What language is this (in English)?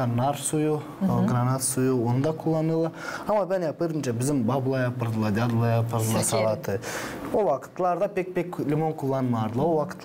Gagauz